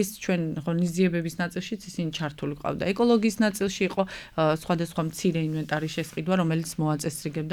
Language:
Georgian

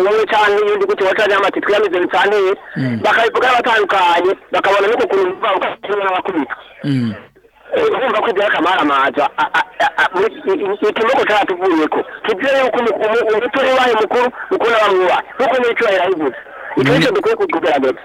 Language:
Rundi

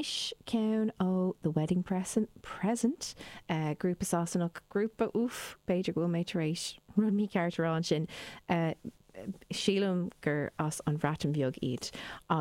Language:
Irish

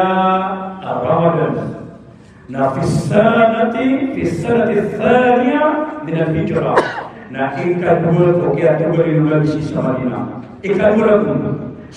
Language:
Maranao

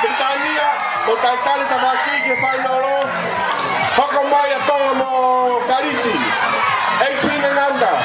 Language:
Tongan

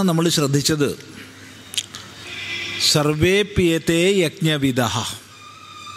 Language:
Malayalam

